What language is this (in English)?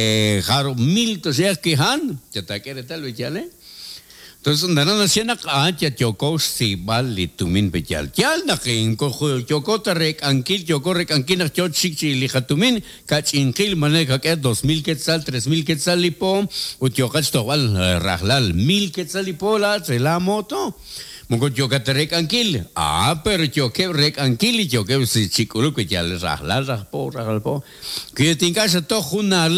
Kekchí